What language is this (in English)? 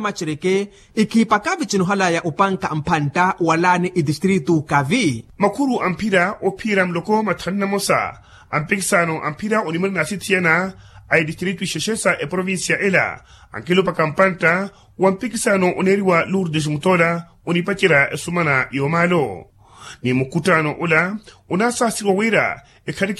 Makhuwa